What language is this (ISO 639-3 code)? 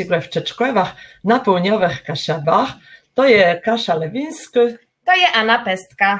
csb